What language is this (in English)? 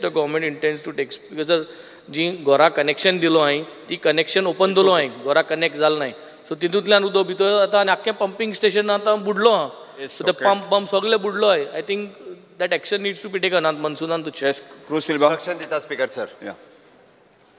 Konkani